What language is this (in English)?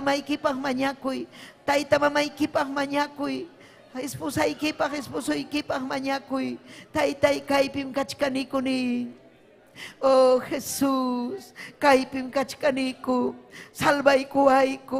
Ayacucho Quechua